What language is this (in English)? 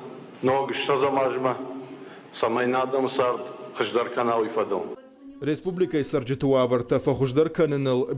Ossetic